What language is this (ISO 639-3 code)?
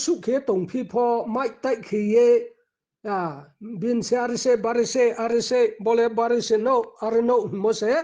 ria